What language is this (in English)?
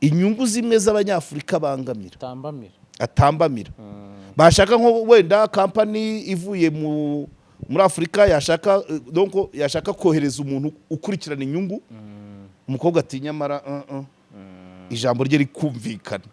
Kinyarwanda